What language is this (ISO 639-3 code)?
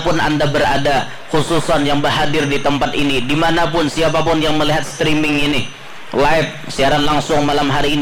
bjn